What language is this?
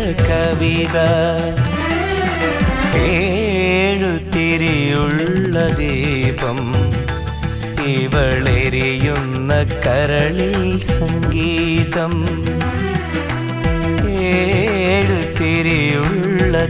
Malayalam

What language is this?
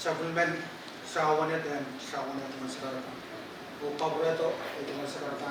Pohnpeian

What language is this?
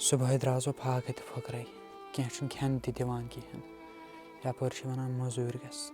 Kashmiri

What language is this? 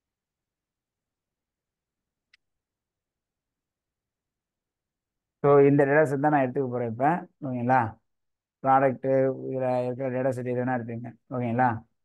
Tamil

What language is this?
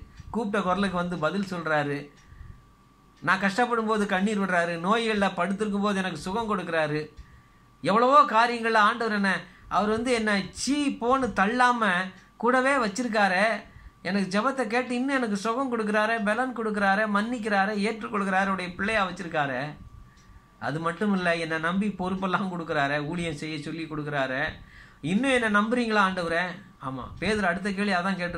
Tamil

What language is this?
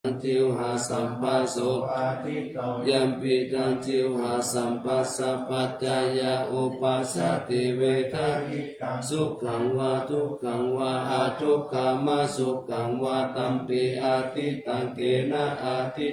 Pali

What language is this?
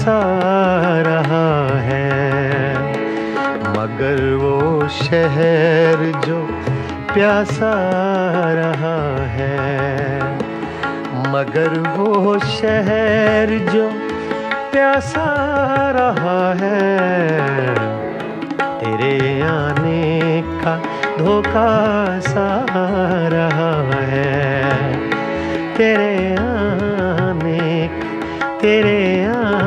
Hindi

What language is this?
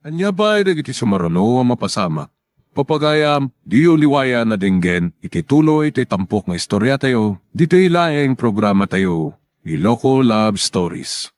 Iloko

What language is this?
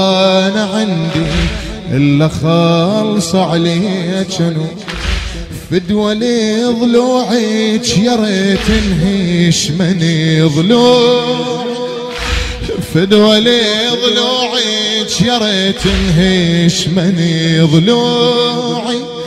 Mesopotamian Arabic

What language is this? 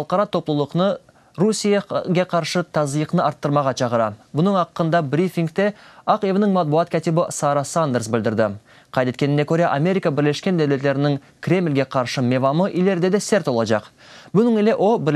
Crimean Tatar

